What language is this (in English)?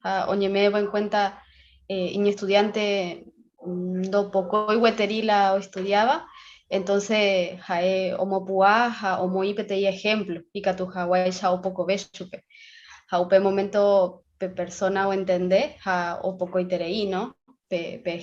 Guarani